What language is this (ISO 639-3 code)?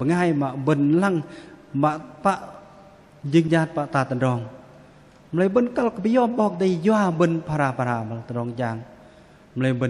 bdq